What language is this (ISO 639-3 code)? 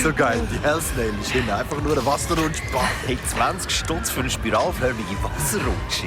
gsw